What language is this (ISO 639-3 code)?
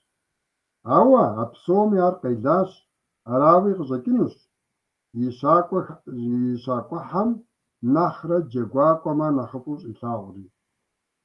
kbd